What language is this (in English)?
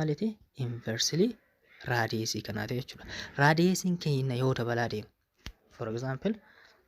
Oromo